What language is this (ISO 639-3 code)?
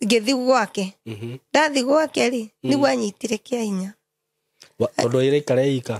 kik